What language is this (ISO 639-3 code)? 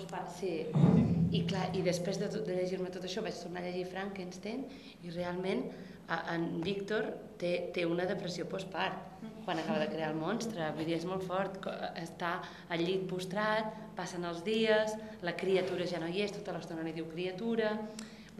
cat